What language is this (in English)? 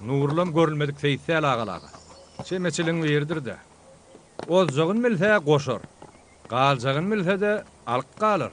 Turkmen